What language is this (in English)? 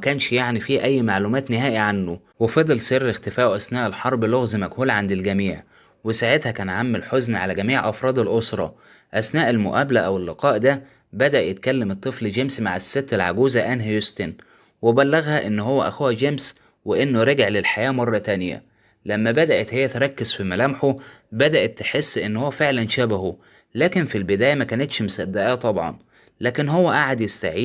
Egyptian Arabic